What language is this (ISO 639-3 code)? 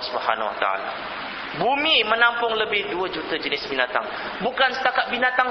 msa